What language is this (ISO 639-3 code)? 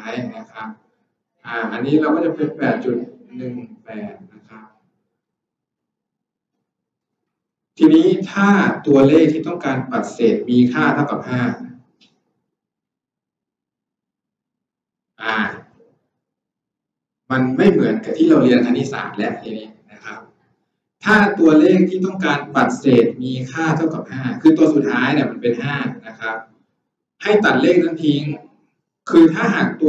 tha